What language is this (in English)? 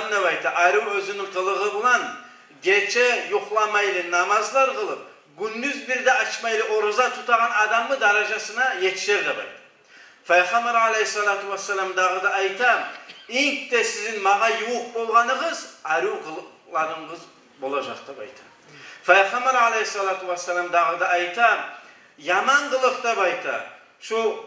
Kumyk